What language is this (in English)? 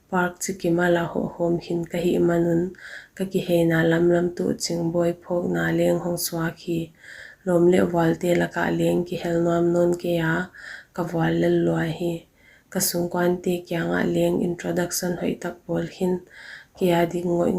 Paite Chin